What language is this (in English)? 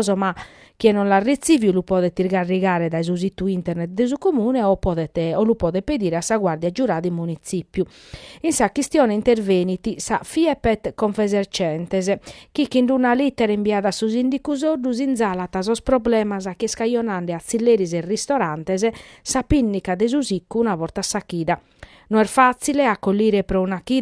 Sardinian